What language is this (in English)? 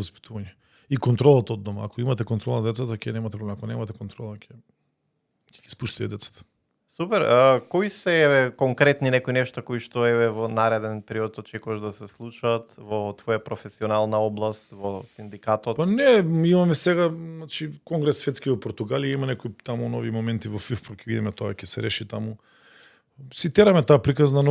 Macedonian